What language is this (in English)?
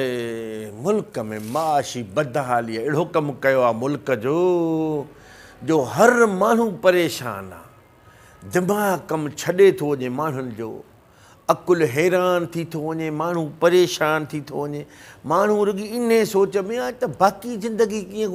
Sindhi